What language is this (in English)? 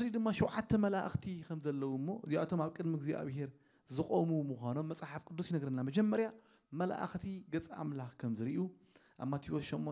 Tigrinya